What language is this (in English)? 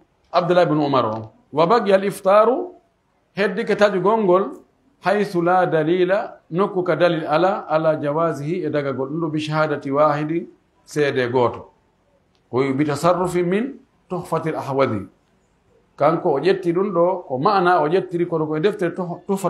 Pular